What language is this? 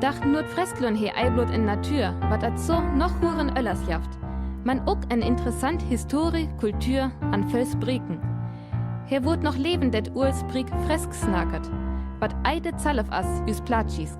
Northern Frisian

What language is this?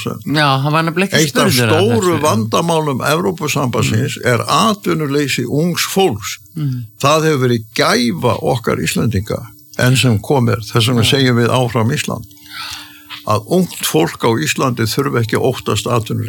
Icelandic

